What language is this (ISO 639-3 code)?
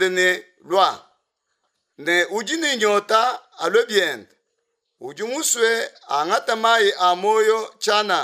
lua